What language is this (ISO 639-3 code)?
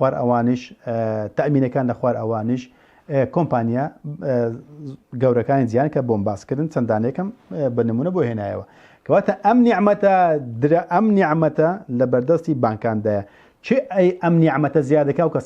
ckb